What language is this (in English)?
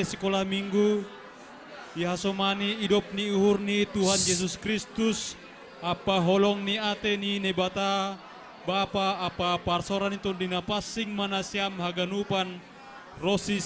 Batak Simalungun